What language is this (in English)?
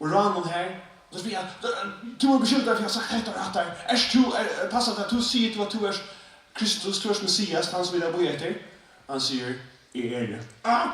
Faroese